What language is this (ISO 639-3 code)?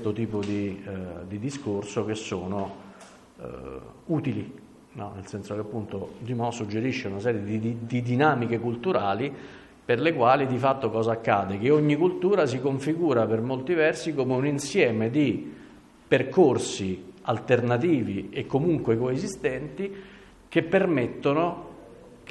ita